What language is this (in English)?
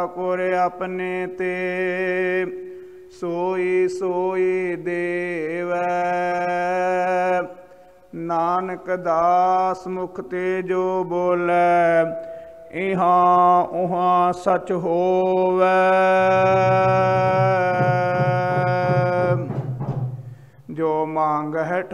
Punjabi